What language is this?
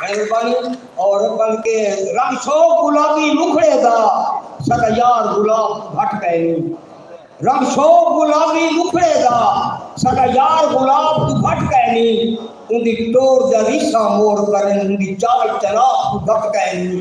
Saraiki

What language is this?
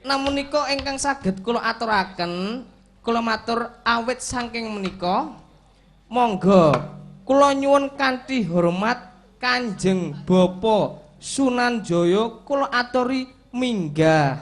Javanese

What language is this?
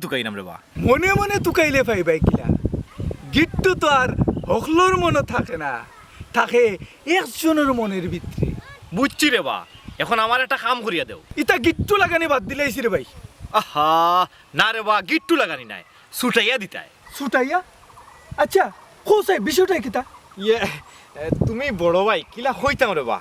Sylheti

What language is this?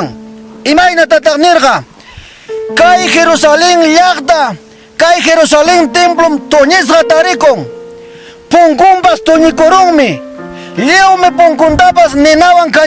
Ayacucho Quechua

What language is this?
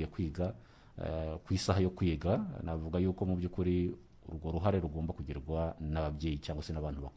Kinyarwanda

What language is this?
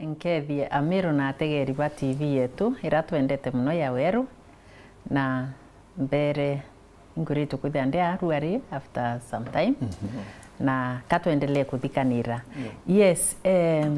Meru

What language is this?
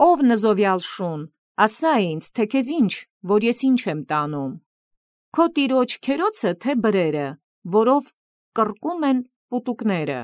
Armenian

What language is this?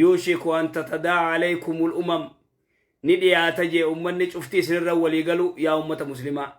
Oromo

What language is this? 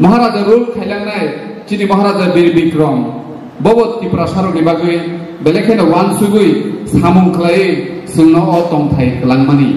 Kok Borok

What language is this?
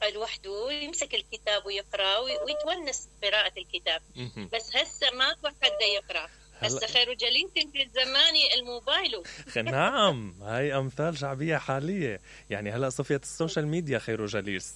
Mesopotamian Arabic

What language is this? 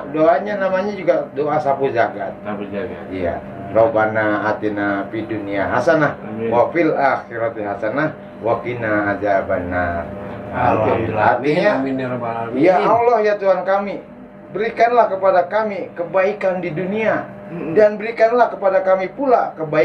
Betawi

